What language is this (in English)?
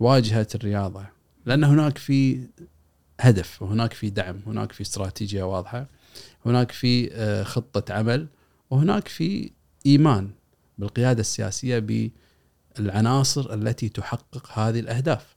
Gulf Arabic